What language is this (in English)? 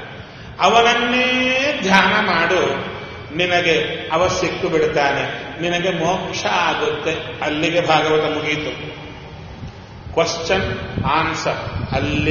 Kannada